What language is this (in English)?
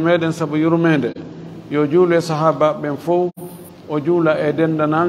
Fula